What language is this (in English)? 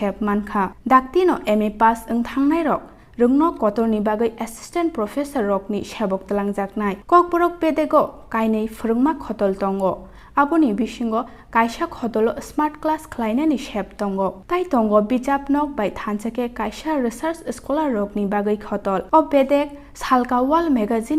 Kok Borok